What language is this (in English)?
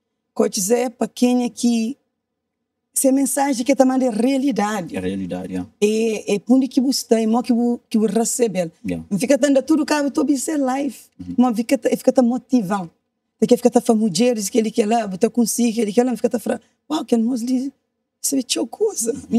Kabuverdianu